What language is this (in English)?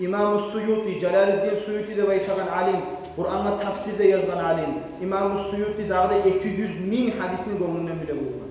Kumyk